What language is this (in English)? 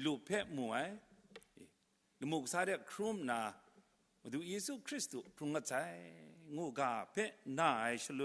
Kachin